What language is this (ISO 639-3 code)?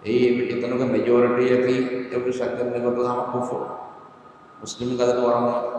div